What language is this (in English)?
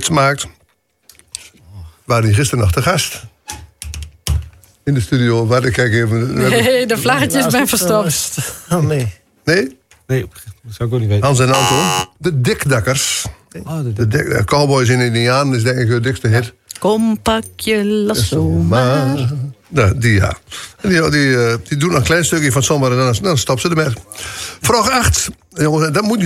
Dutch